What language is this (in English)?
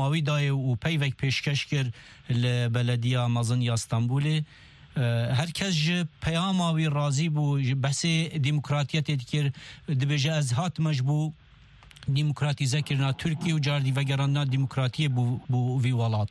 Kurdish